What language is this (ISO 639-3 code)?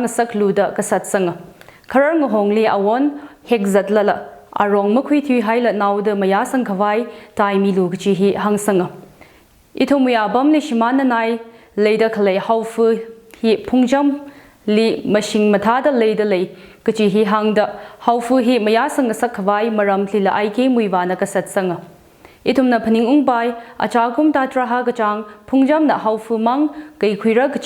nmf